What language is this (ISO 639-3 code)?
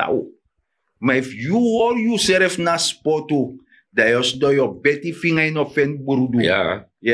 srn